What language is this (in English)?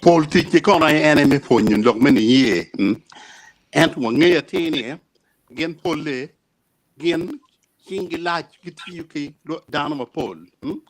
Acoli